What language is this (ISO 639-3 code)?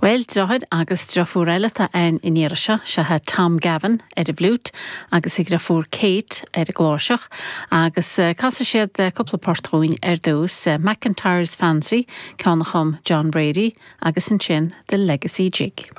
gle